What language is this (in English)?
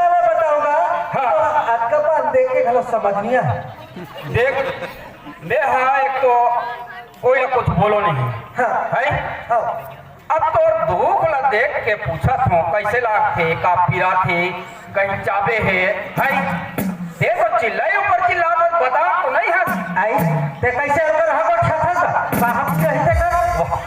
Chhattisgarhi